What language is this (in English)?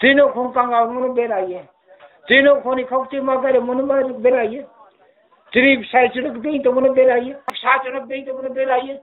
Riang (India)